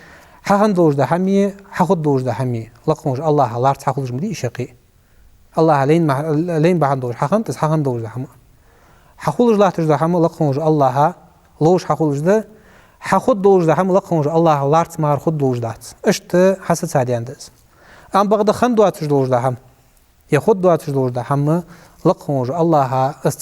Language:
Ingush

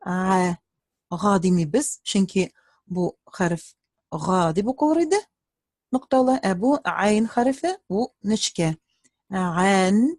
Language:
Tatar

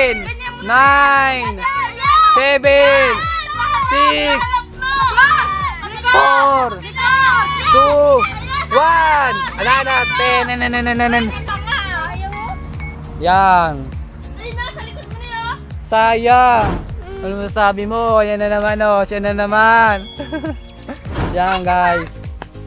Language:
Filipino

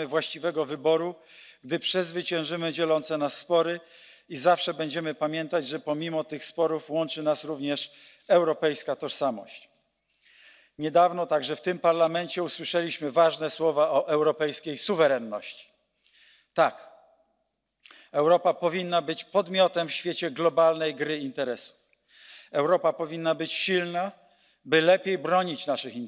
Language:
Polish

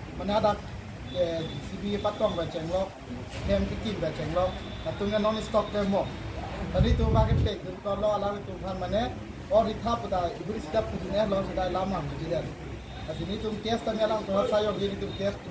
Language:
Karbi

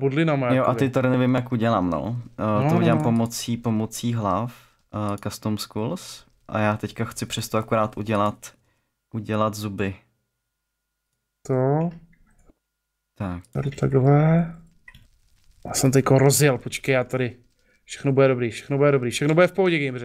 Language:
Czech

